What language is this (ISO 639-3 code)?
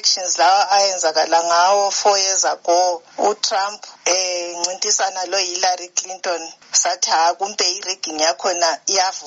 nde